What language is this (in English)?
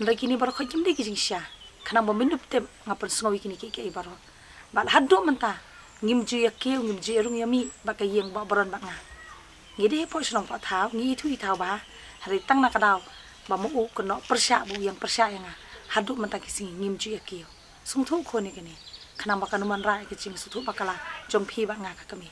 Khasi